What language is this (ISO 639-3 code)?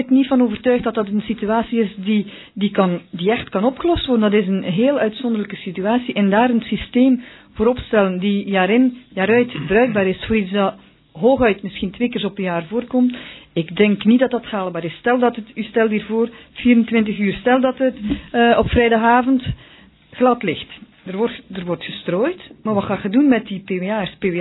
nld